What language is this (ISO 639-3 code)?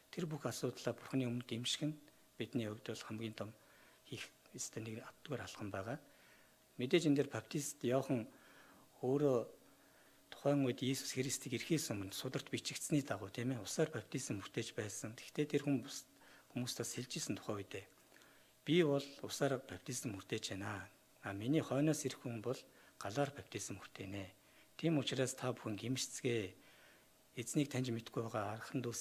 mon